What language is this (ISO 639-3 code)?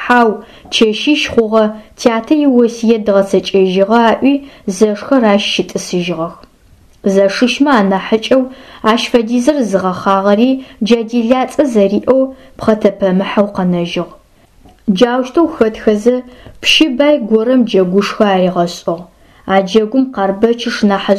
ady